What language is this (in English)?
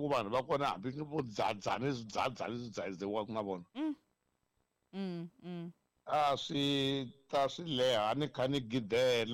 Tsonga